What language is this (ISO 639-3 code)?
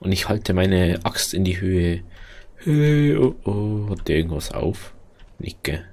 bar